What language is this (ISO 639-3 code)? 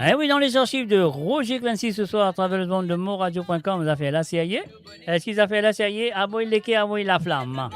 mfe